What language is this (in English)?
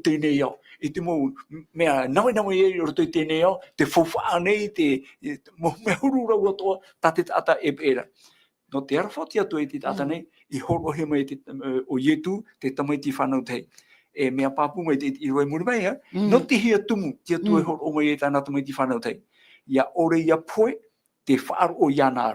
Tahitian